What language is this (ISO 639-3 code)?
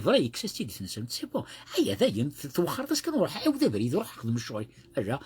kab